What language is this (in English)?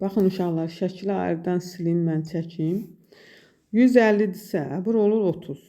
Azerbaijani